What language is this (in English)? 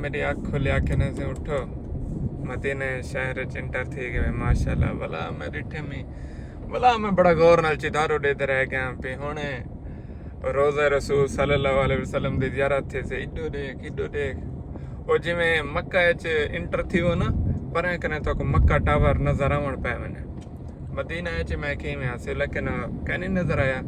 Saraiki